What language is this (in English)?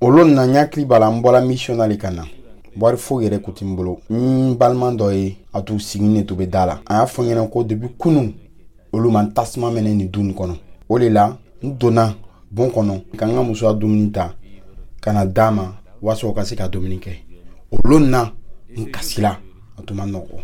Dyula